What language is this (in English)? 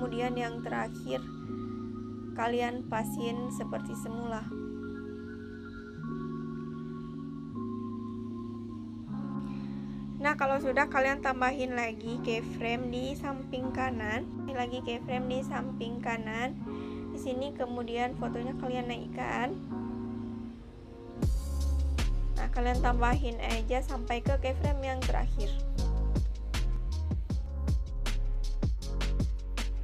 Indonesian